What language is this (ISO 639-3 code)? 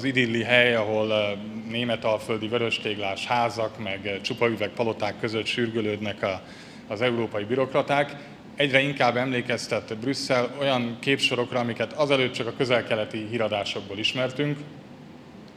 hun